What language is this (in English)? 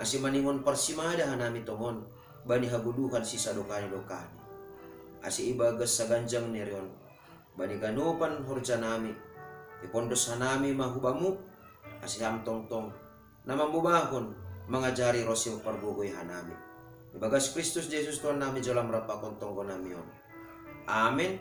Batak Simalungun